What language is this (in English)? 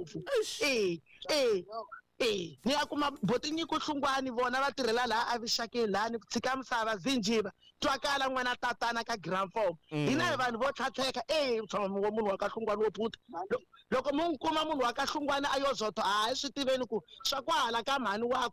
Tsonga